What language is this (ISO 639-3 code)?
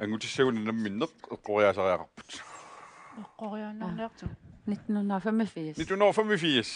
kal